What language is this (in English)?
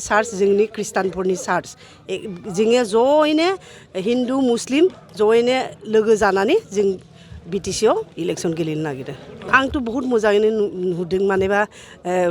Bodo